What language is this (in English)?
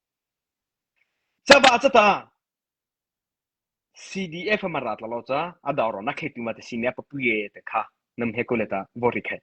Mara Chin